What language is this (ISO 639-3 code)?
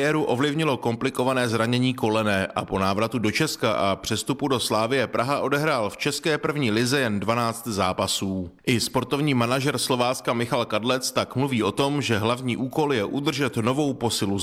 ces